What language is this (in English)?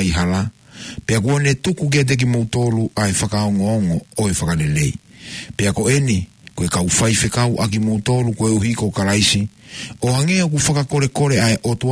Tongan